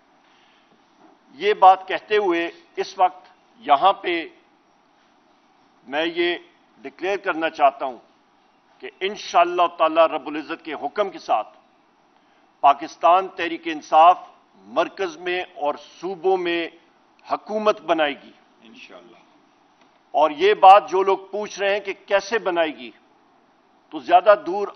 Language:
Urdu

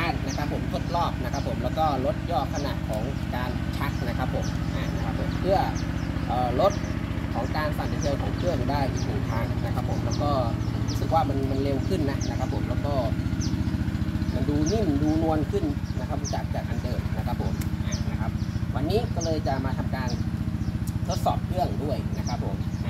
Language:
Thai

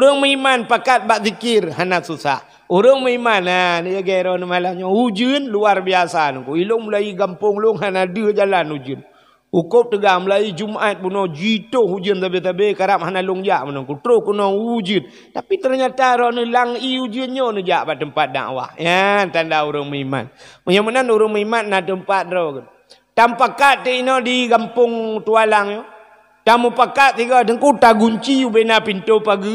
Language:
Achinese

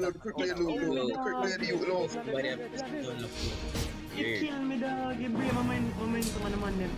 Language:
Jamaican Creole English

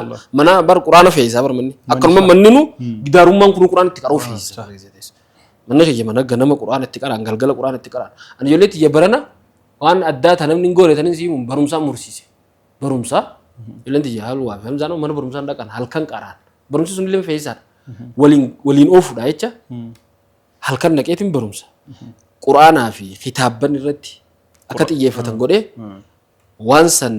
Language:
Oromo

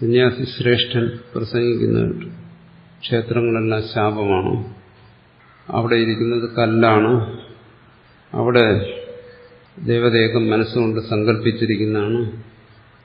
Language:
Malayalam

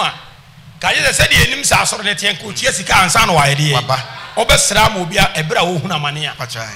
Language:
Akan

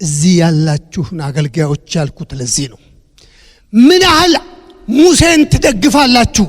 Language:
Amharic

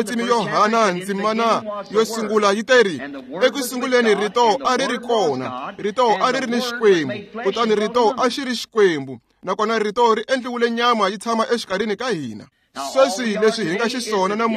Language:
Tsonga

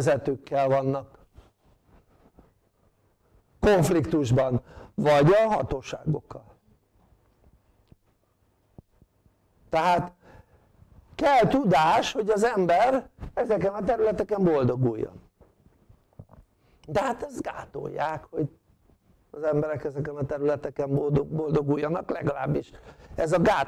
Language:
Hungarian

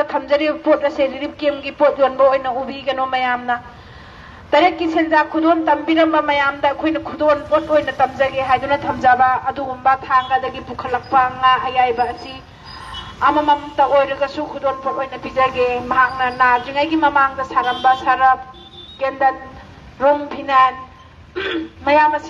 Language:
Manipuri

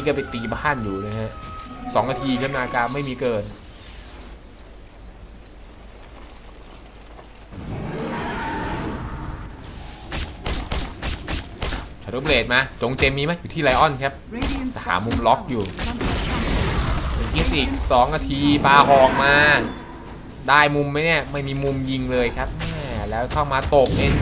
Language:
Thai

